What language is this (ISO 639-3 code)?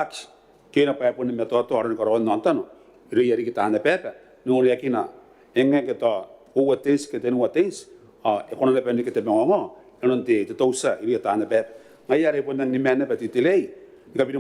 gil